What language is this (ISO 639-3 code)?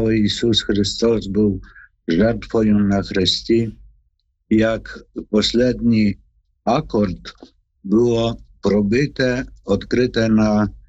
ukr